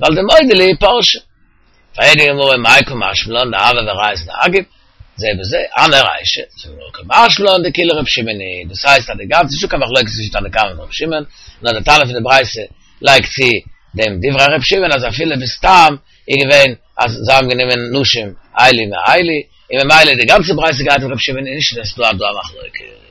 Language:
Yiddish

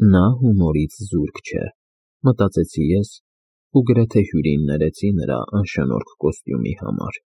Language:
Armenian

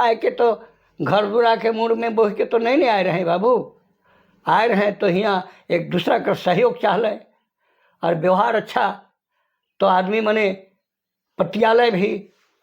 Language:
Sadri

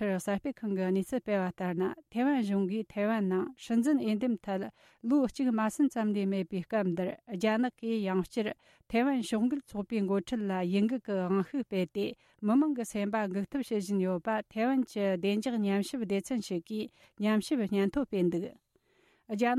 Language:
Tibetan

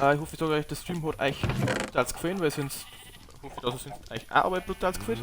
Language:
Bavarian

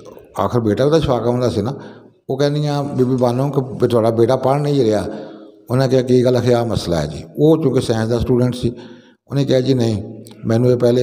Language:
Punjabi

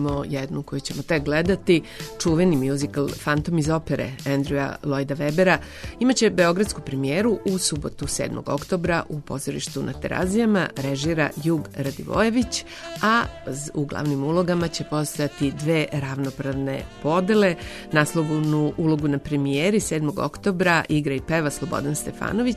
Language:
Serbian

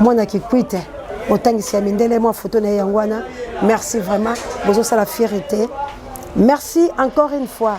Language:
Lingala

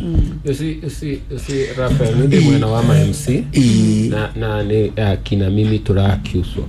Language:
Kikuyu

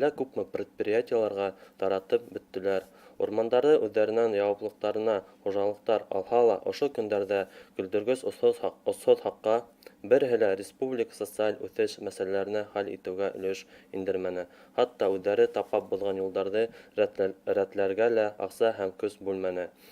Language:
Bashkir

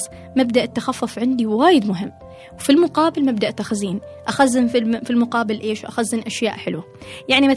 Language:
Gulf Arabic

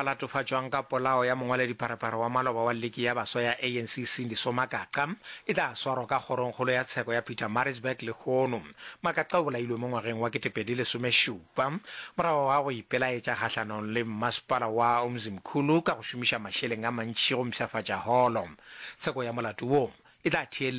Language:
Northern Sotho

